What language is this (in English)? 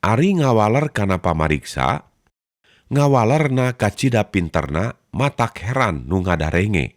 Sundanese